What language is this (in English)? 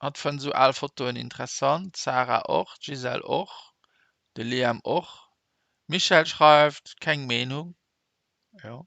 Luxembourgish